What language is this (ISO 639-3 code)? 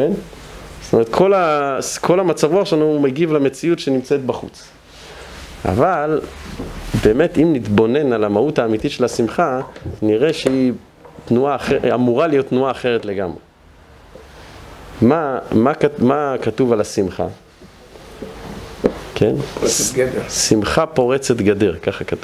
heb